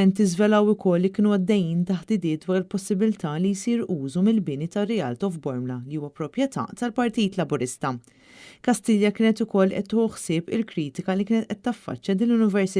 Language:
Maltese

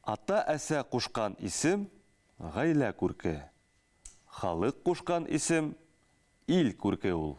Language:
Bashkir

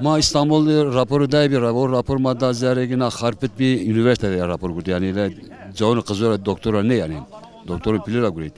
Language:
Zaza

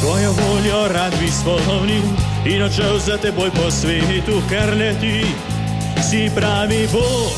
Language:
Slovenian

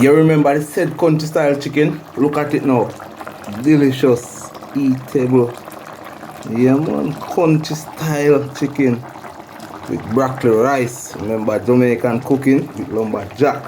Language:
Jamaican Creole English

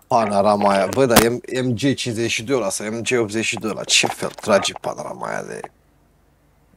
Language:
Romanian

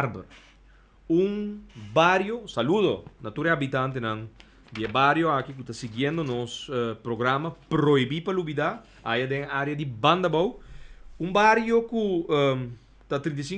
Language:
Papiamento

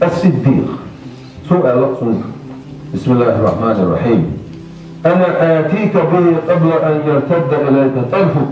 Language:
Chechen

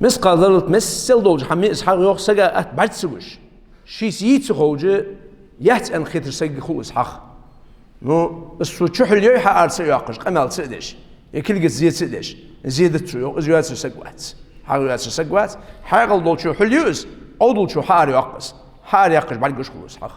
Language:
Ingush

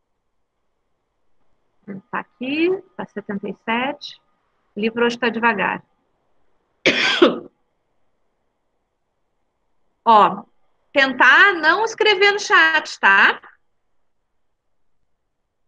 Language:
Portuguese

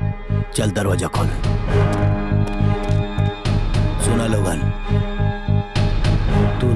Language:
Bhojpuri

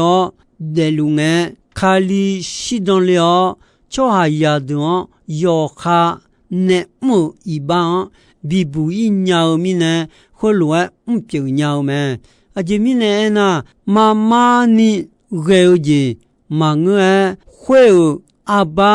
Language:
Akha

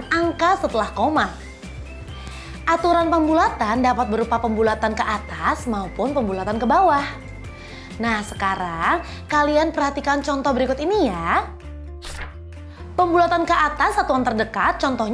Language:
Indonesian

